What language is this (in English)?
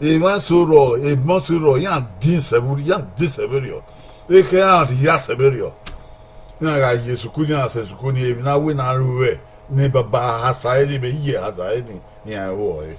Bini